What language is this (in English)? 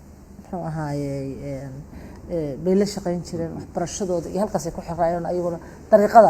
Somali